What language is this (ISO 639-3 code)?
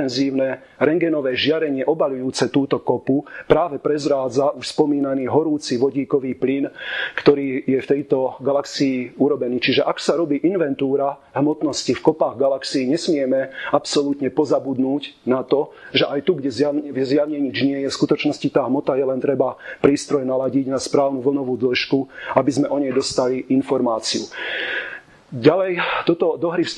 slk